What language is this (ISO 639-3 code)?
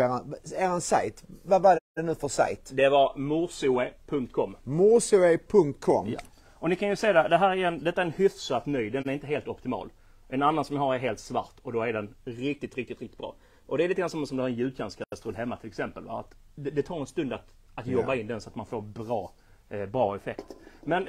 swe